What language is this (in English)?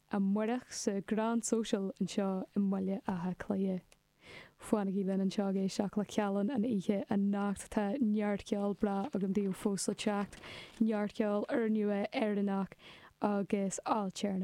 Irish